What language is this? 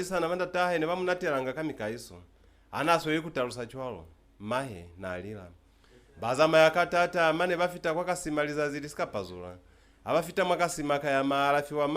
Lozi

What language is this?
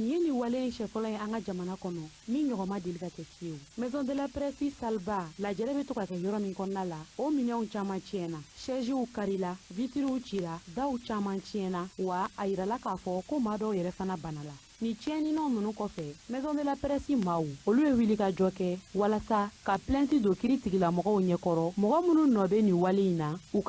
Bambara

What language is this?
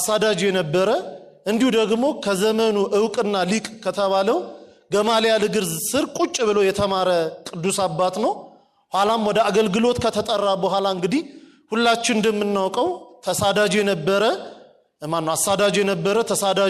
Amharic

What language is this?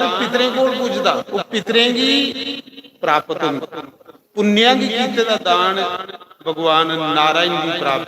Dogri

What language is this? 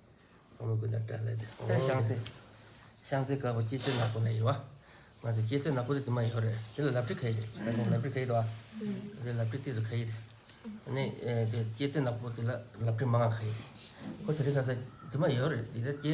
Tibetan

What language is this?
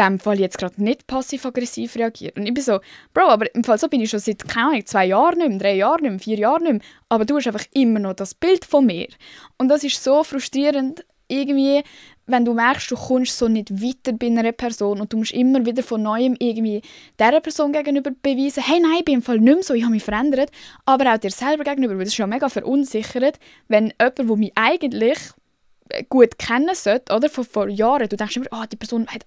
Swiss German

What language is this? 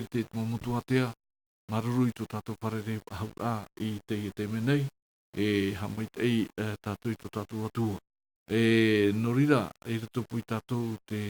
Tahitian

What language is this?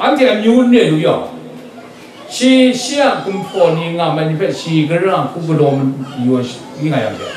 Kachin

